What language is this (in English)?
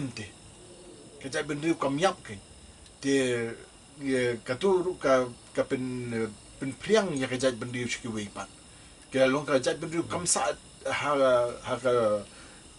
Khasi